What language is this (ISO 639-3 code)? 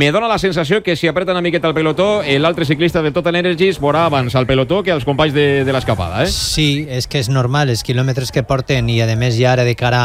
cat